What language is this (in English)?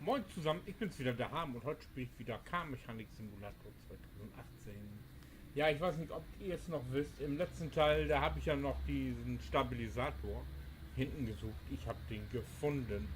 Low German